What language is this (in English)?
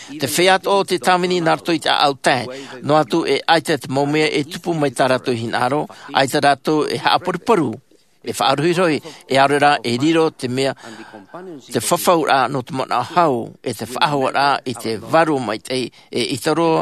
Latvian